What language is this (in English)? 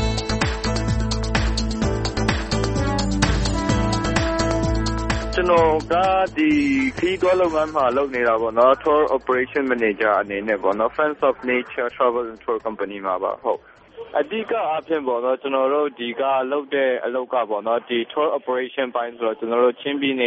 Burmese